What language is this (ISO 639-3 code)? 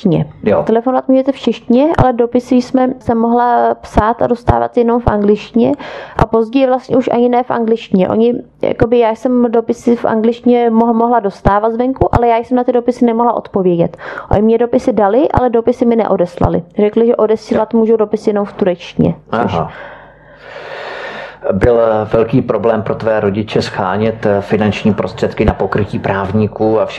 ces